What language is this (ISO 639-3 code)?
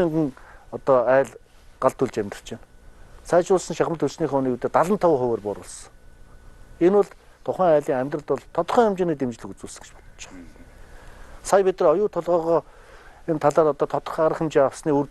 mon